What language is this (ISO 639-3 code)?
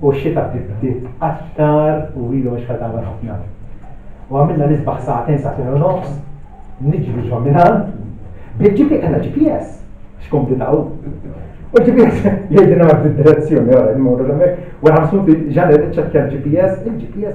mlt